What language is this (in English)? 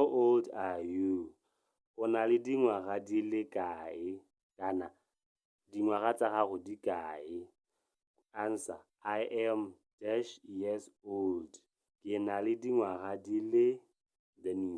Tswana